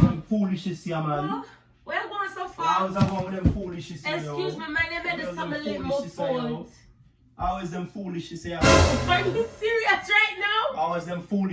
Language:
Jamaican Creole English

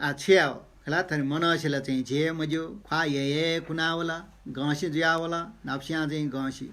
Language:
Newari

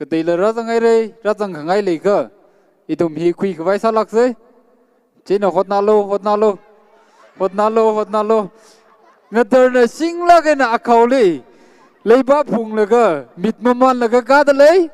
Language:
Tangkhul Naga (India)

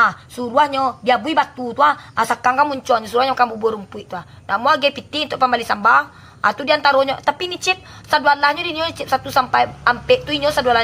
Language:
Minangkabau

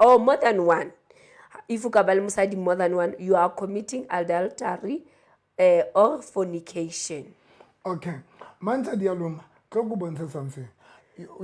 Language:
Southern Sotho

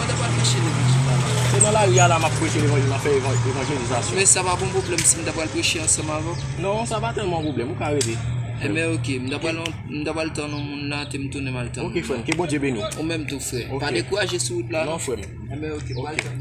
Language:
Haitian Creole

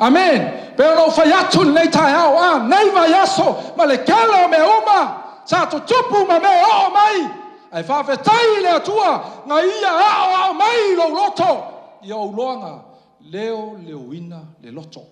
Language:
Samoan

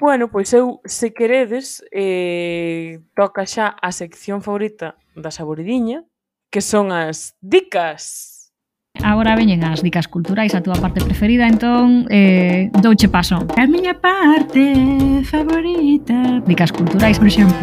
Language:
Galician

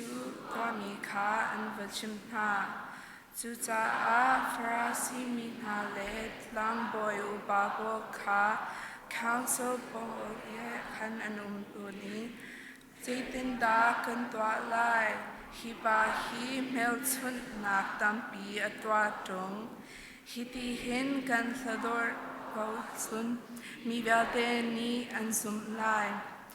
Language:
Hakha Chin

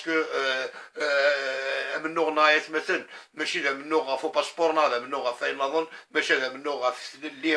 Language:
Kabyle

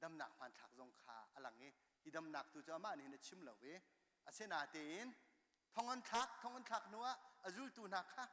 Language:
Hakha Chin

